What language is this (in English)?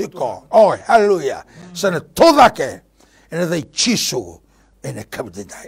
Fijian